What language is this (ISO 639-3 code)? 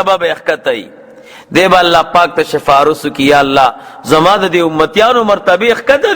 pus